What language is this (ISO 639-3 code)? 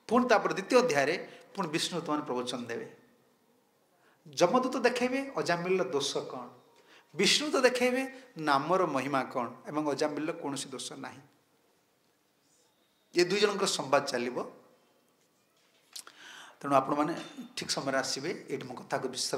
ori